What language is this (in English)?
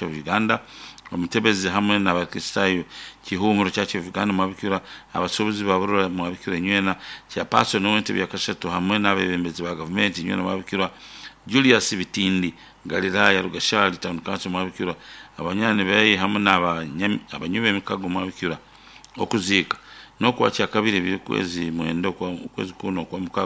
Nyankole